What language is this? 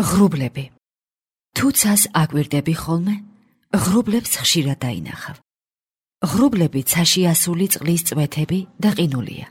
Georgian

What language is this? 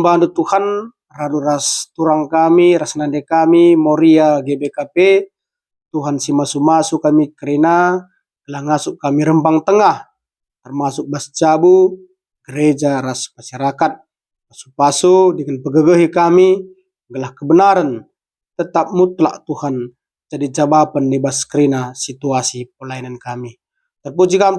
Batak Karo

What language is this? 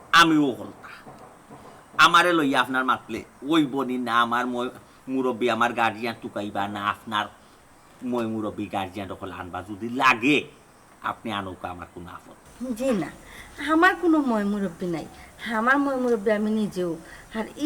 Sylheti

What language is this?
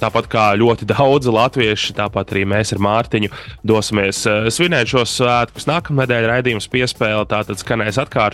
Latvian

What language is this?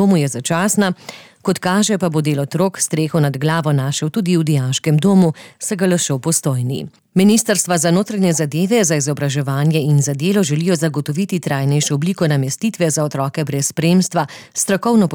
Slovenian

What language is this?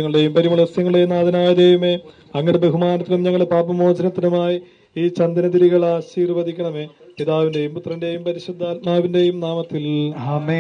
Malayalam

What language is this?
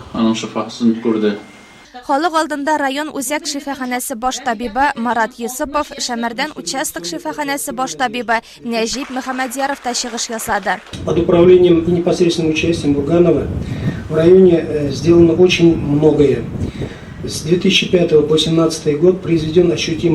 Tatar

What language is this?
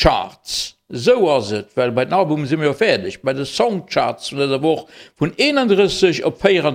Luxembourgish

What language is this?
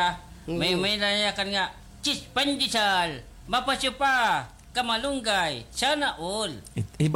Waray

